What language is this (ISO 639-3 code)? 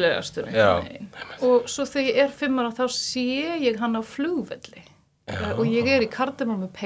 isl